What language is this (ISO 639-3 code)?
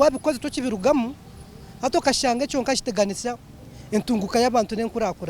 nyn